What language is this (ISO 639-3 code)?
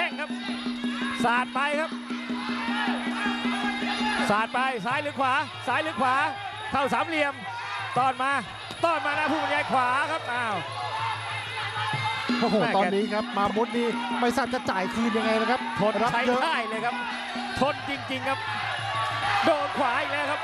tha